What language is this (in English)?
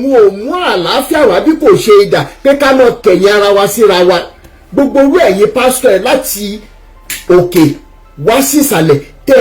Yoruba